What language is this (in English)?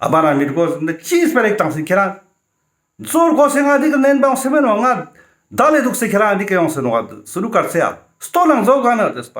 Ladakhi